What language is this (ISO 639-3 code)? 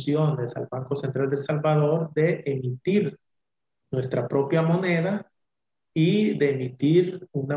spa